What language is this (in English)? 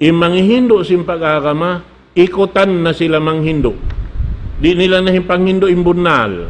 Tausug